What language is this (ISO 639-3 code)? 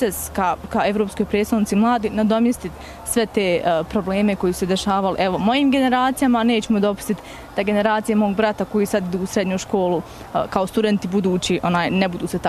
bos